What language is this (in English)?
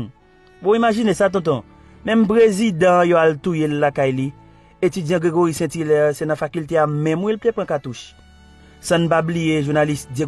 Haitian Creole